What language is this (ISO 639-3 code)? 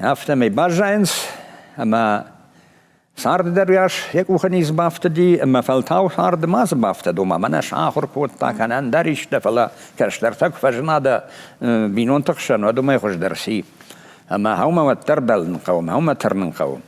oss